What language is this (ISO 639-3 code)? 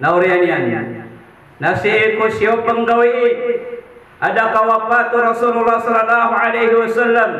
mrw